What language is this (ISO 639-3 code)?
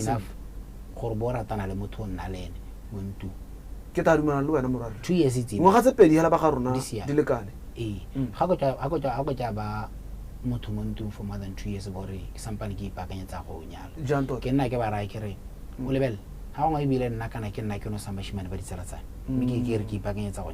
tsn